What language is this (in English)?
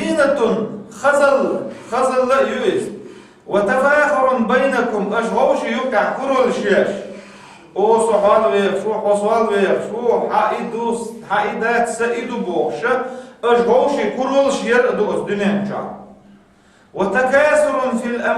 Chechen